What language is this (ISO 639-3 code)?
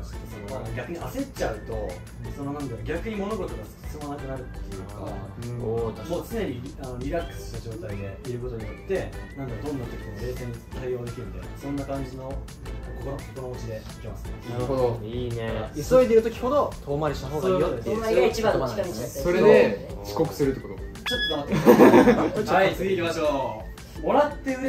jpn